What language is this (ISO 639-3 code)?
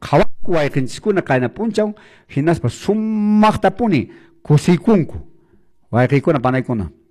que